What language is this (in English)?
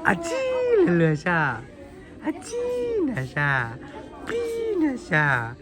Hmong